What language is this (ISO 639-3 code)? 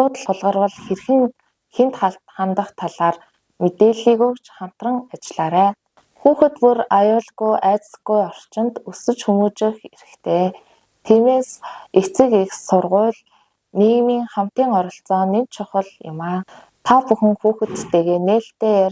mon